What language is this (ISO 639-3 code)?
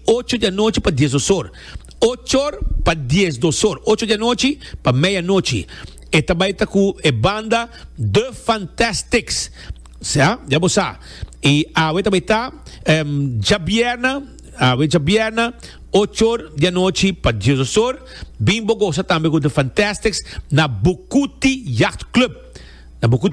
pap